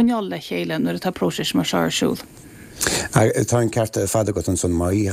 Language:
Irish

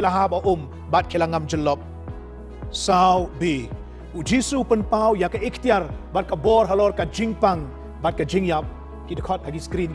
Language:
Khasi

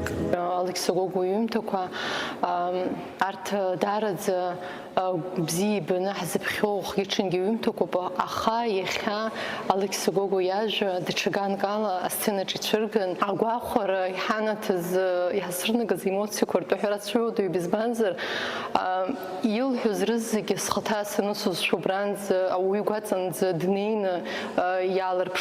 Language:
Abkhazian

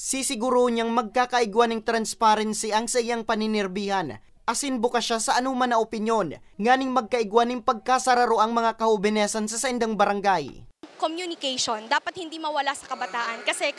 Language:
Bikol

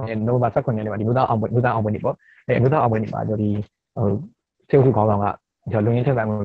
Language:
Burmese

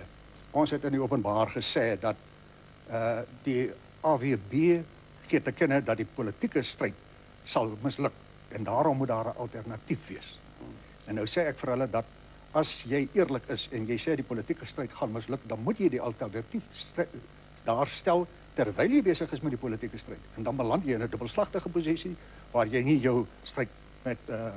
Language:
Afrikaans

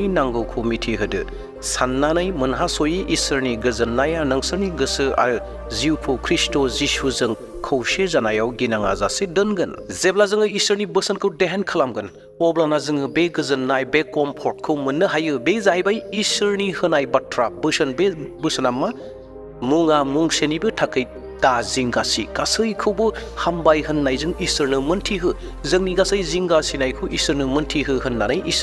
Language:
Bodo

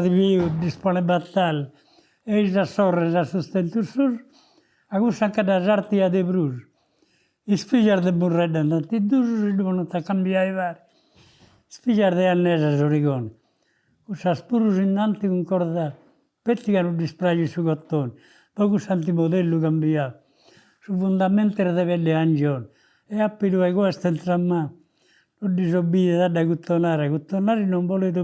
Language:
Sardinian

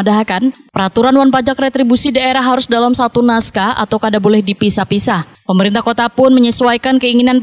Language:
Banjar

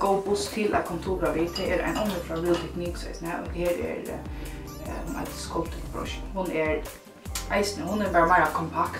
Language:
Faroese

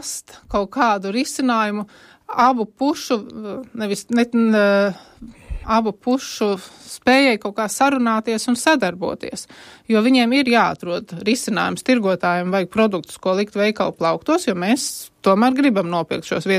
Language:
Latvian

